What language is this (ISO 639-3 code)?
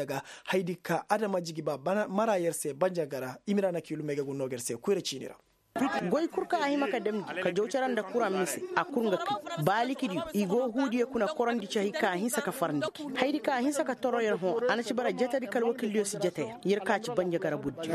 ses